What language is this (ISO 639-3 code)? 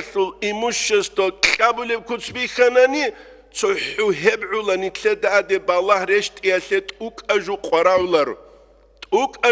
ava